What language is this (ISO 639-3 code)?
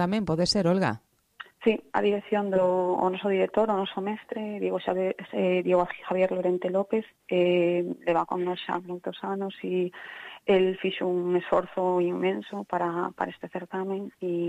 glg